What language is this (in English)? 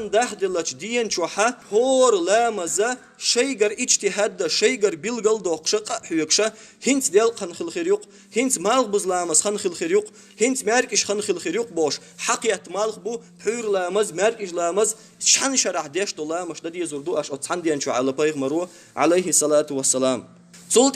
Chechen